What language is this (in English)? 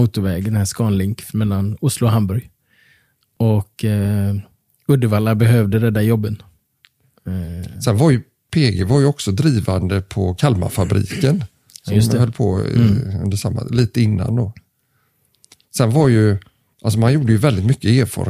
Swedish